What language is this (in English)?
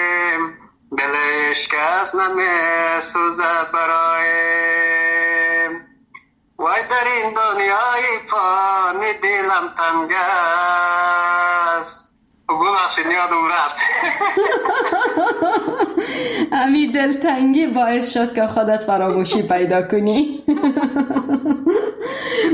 Persian